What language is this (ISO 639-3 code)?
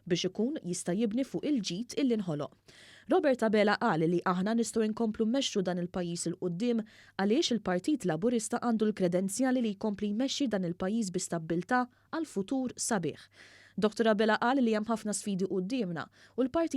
mlt